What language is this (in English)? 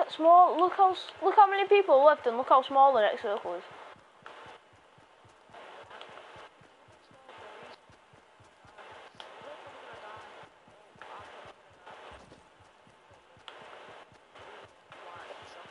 English